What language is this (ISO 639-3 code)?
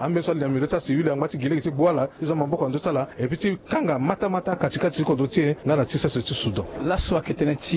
sag